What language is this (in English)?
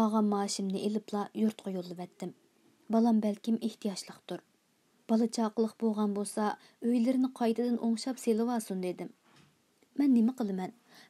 Uyghur